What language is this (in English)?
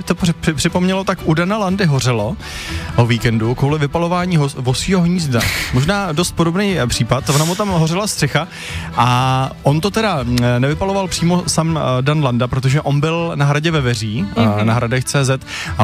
Czech